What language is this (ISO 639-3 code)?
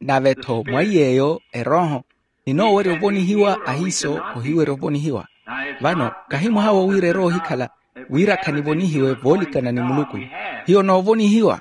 vmw